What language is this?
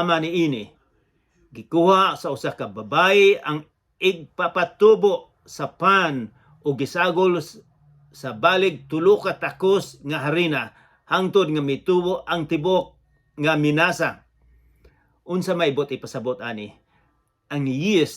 Cebuano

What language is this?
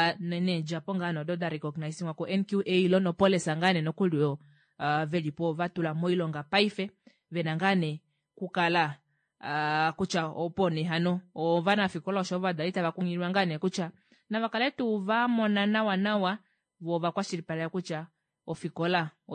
Kuanyama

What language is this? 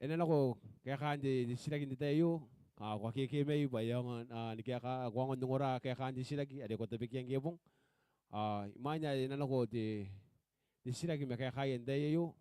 Gilbertese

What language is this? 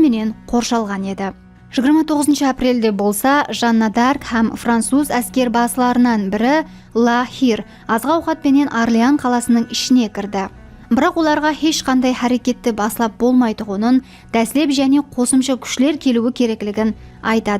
Kara-Kalpak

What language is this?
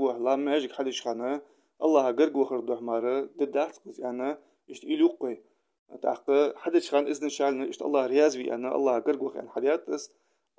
Ingush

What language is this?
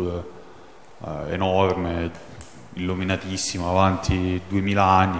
Italian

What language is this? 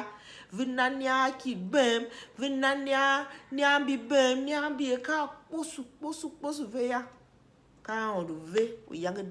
Tiv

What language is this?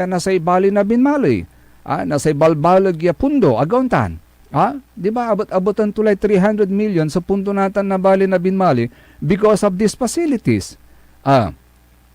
Pangasinan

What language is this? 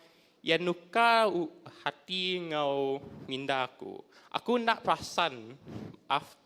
Iban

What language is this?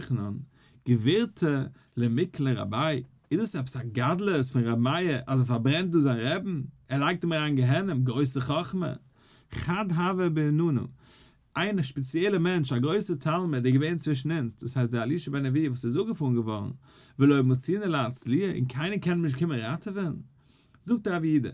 Yiddish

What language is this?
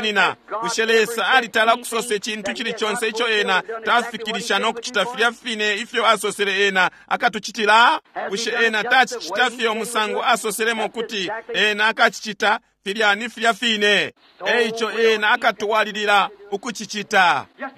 Bemba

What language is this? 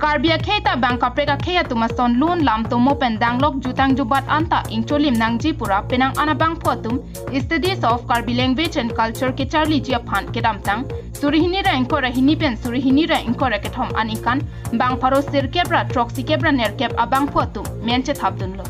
Karbi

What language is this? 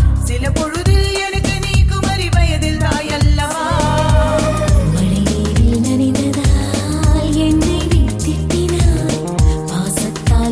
Tamil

